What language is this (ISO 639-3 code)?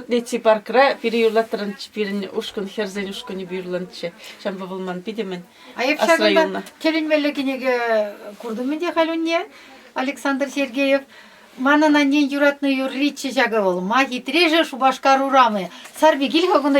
chv